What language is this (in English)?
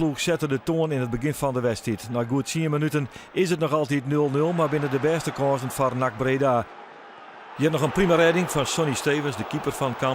Western Frisian